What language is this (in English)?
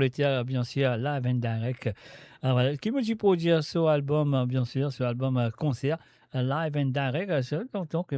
Morisyen